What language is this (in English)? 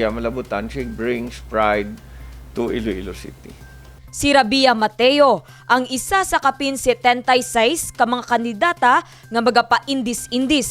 Hiligaynon